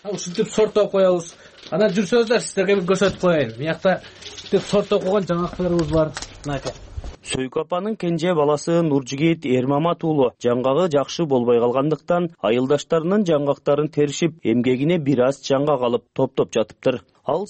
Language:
Kyrgyz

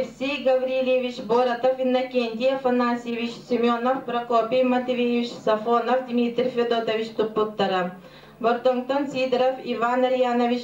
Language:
Yakut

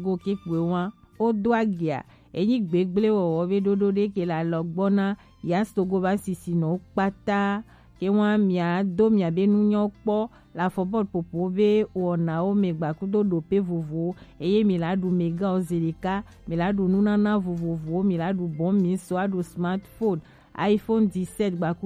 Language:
Gen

